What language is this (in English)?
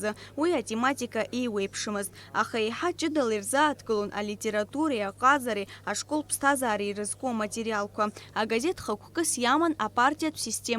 Abkhazian